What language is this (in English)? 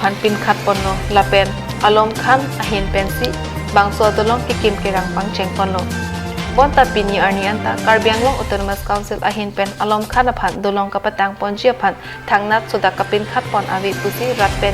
Karbi